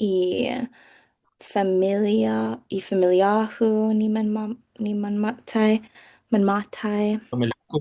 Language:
Chamorro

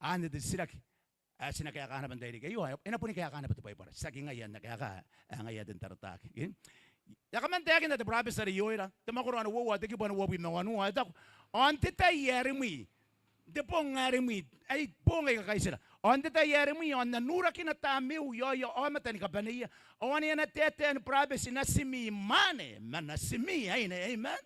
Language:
Gilbertese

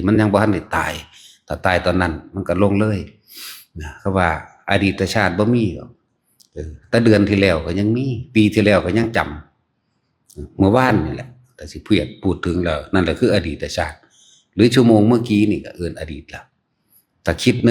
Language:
Northeastern Thai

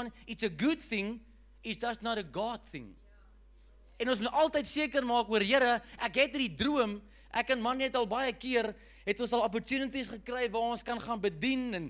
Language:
Afrikaans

